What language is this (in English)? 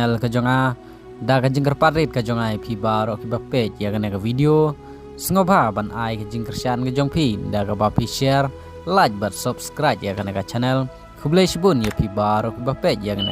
Khasi